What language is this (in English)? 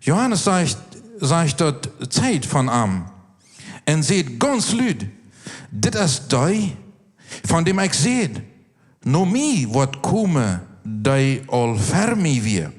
Plautdietsch